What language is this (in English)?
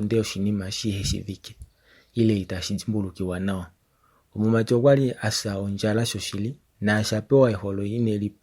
Kuanyama